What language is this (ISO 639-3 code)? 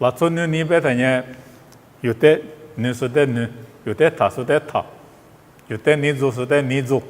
lis